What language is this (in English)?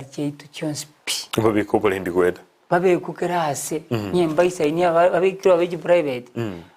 Gusii